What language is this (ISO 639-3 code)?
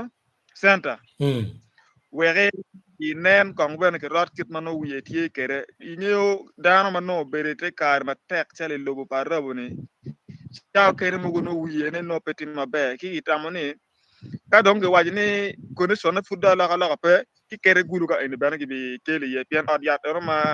ach